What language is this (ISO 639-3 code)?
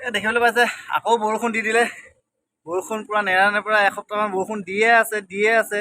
asm